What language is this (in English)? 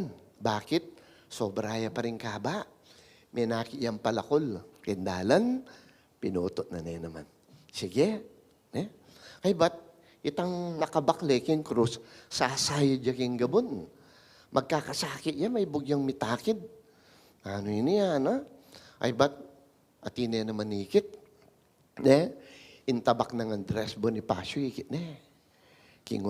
Pampanga